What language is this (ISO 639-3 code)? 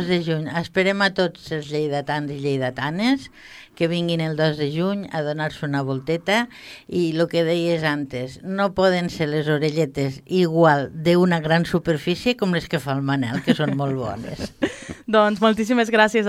cat